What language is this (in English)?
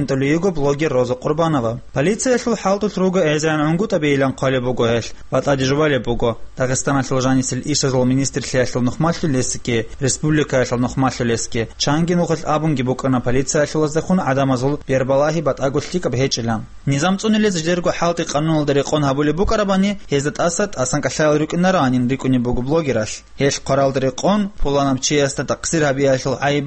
Avaric